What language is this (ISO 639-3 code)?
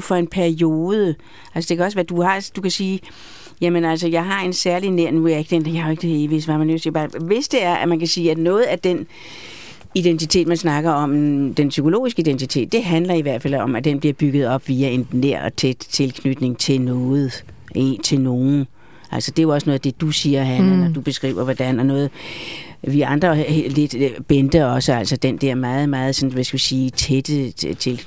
dan